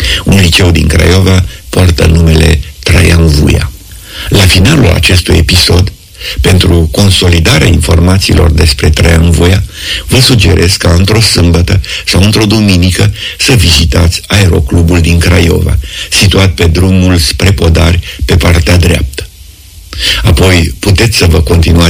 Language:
Romanian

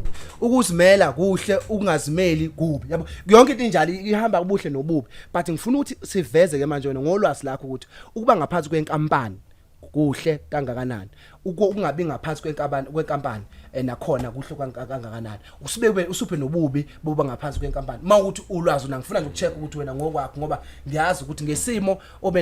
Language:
Zulu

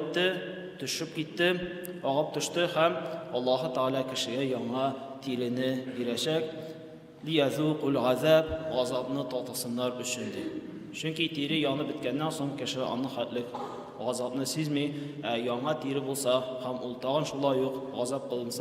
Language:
Tatar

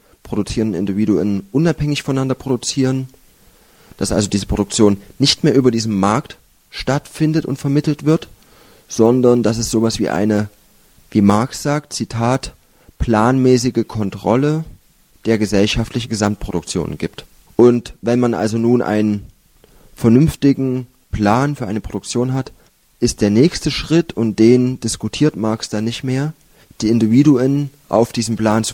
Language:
German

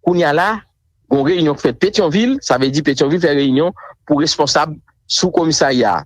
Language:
Haitian Creole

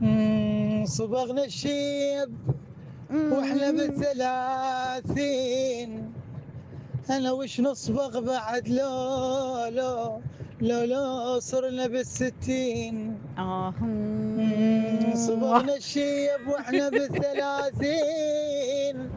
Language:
Mesopotamian Arabic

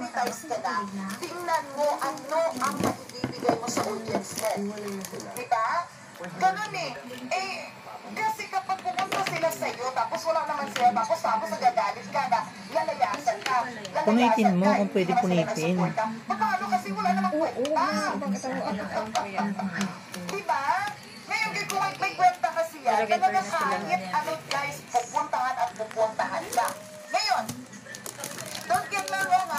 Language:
Filipino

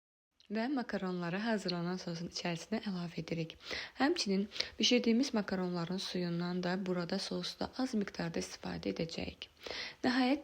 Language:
Azerbaijani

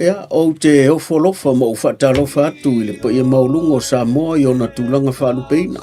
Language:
Samoan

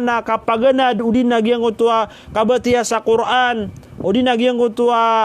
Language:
Maranao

